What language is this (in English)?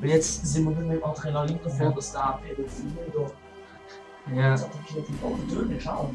Swiss German